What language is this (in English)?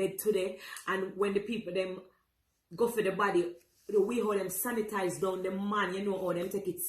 Jamaican Creole English